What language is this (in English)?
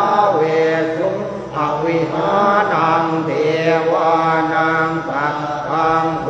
Pali